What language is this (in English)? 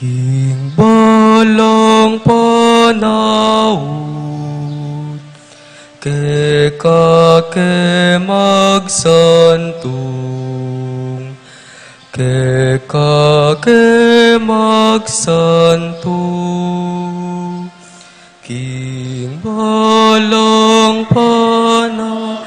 Pampanga